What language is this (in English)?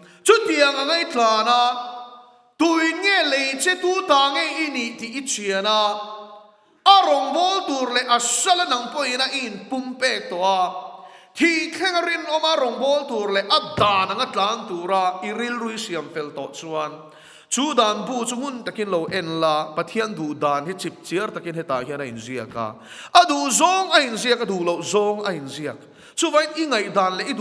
Mizo